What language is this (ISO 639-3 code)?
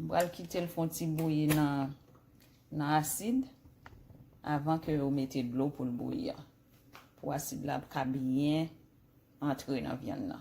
hat